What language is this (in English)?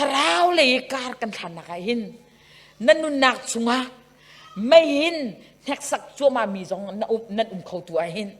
Hakha Chin